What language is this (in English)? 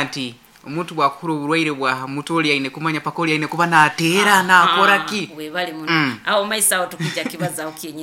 Nyoro